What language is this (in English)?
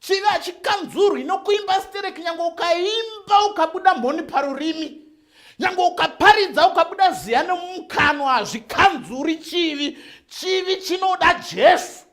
Shona